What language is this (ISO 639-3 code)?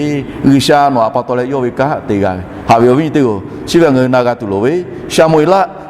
lhu